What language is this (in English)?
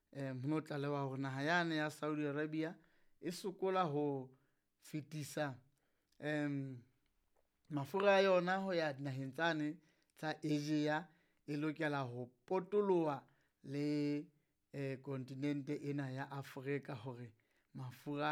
Southern Sotho